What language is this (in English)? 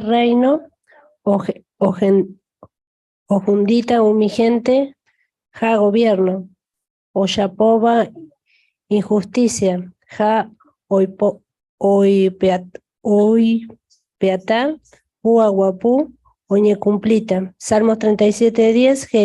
Guarani